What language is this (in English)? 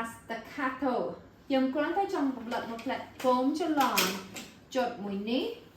Khmer